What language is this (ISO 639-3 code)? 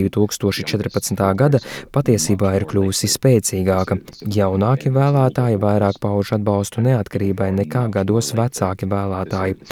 lav